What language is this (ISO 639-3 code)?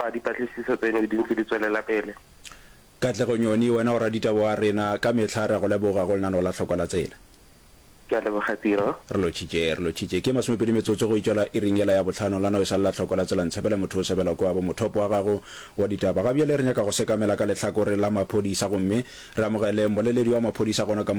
nso